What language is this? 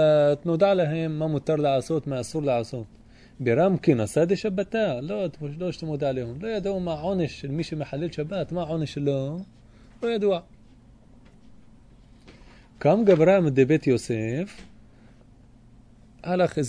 Hebrew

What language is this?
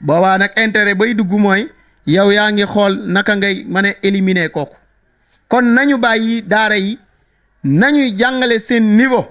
Wolof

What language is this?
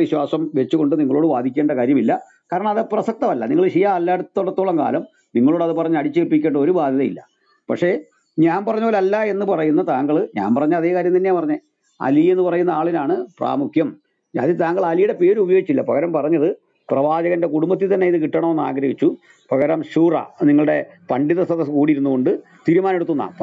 Malayalam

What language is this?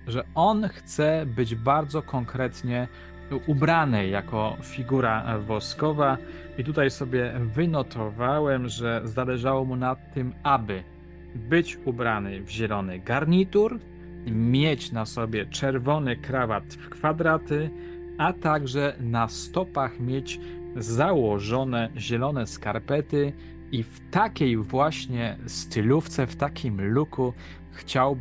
Polish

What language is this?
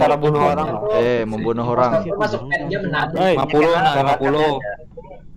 Banjar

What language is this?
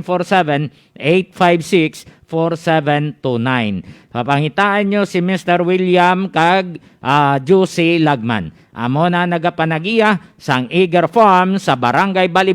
Hiligaynon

